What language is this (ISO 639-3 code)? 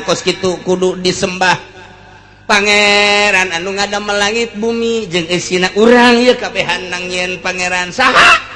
sun